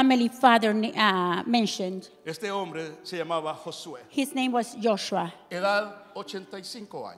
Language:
Spanish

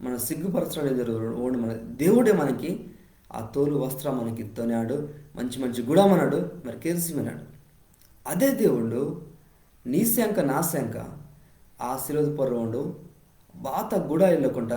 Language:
Koya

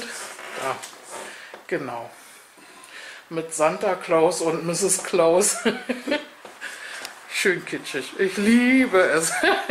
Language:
German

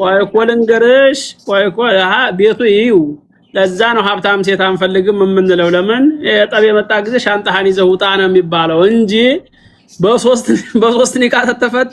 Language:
Amharic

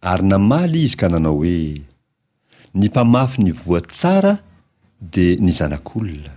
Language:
Malagasy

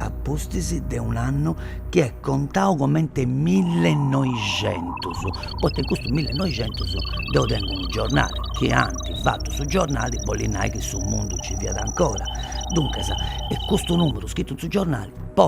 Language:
Sardinian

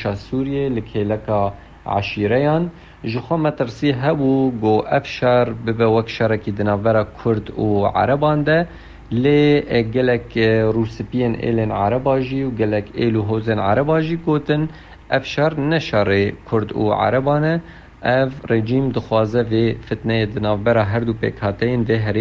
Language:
Kurdish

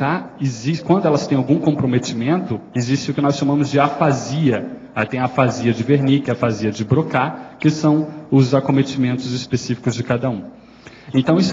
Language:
Portuguese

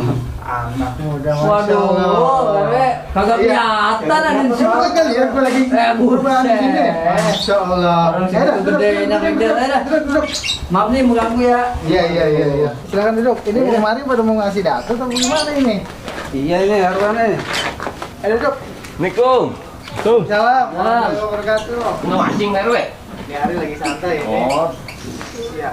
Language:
Betawi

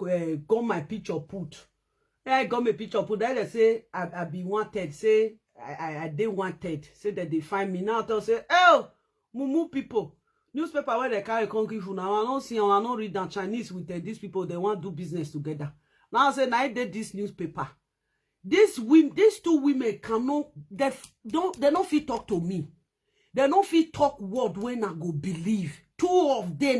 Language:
Nigerian Pidgin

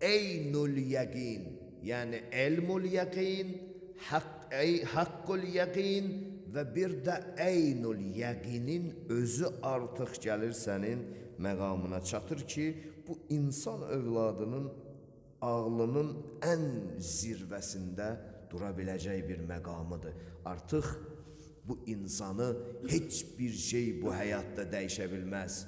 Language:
Azerbaijani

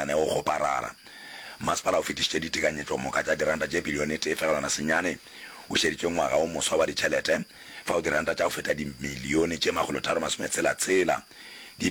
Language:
Northern Sotho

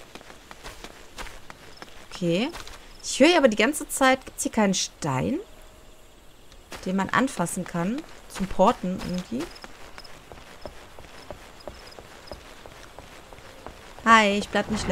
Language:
German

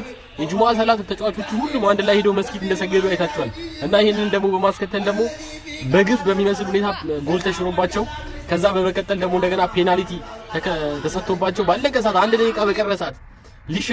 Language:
Amharic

